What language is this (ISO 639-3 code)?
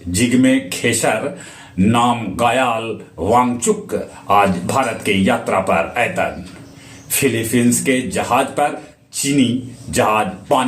mag